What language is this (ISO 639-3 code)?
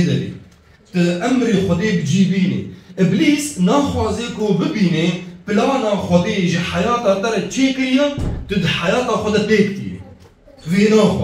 kur